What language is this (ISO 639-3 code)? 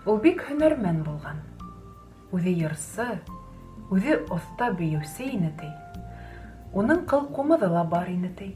bak